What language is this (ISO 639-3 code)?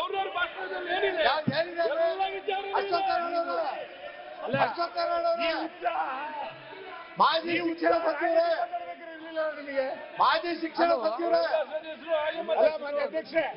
kan